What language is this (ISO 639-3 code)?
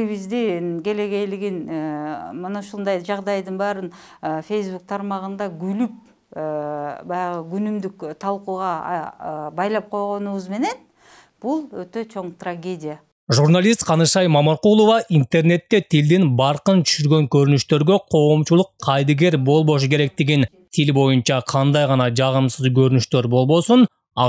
kir